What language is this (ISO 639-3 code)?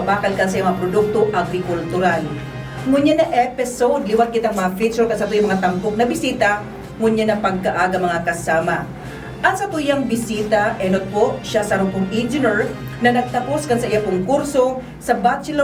bik